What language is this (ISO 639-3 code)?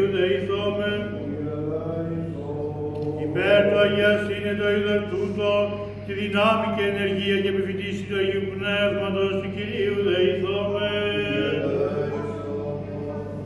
ell